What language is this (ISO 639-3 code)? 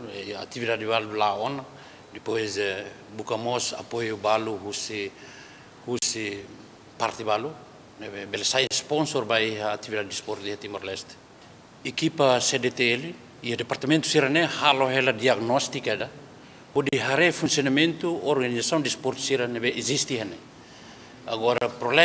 tet